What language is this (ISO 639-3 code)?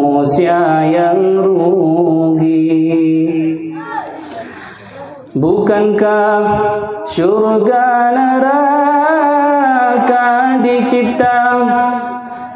ace